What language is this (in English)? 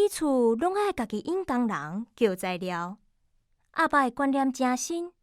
Min Nan Chinese